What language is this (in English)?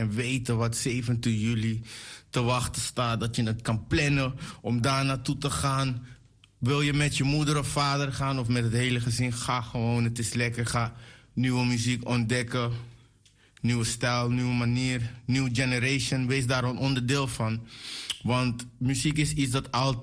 Dutch